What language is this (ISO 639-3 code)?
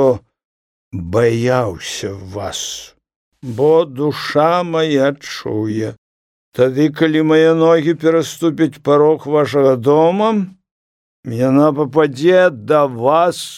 bel